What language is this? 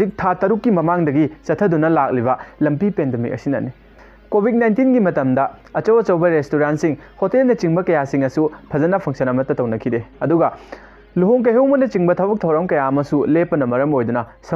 Manipuri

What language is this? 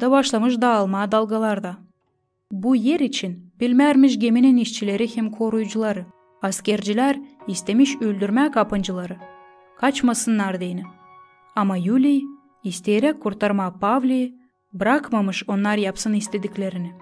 Gagauz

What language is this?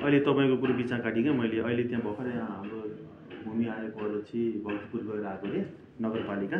Nepali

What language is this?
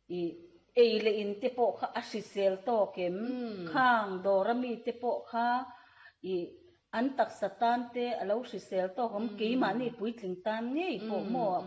Mizo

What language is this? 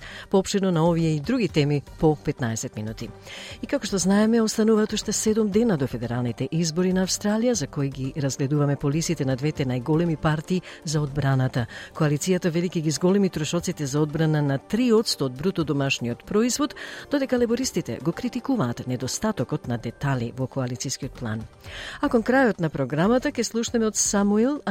Macedonian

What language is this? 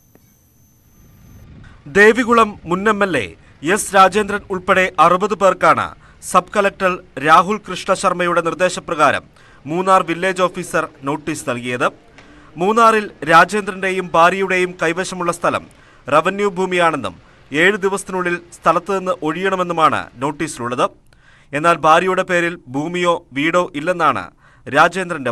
Malayalam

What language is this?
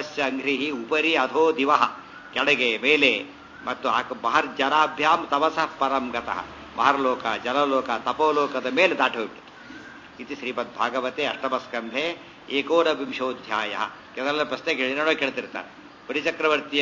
Kannada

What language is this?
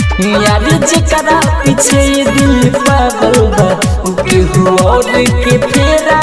Bhojpuri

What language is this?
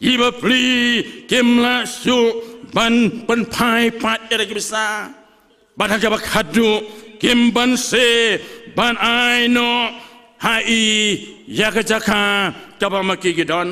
Khasi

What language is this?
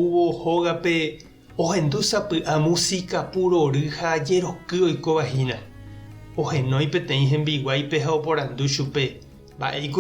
Guarani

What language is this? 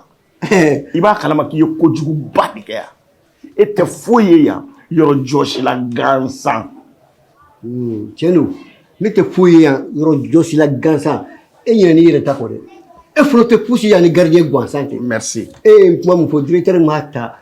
Bambara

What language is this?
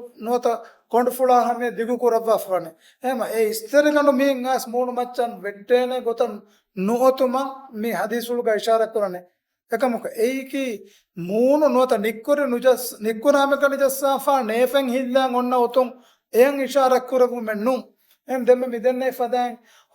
Divehi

